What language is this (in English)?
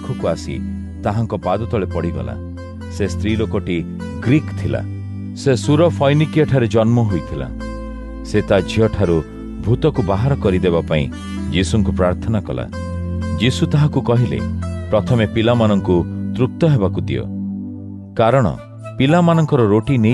Odia